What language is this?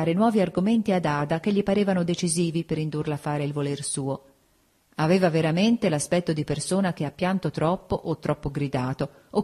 Italian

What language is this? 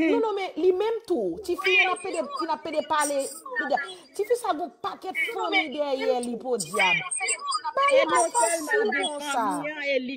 Haitian Creole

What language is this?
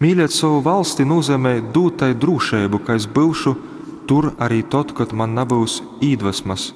Latgalian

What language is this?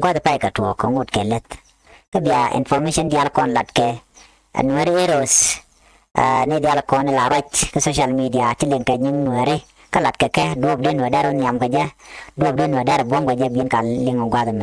Nuer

